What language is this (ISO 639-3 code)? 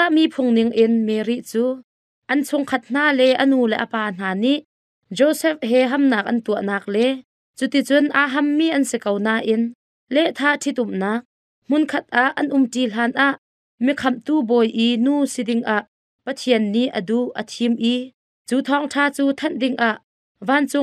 cnh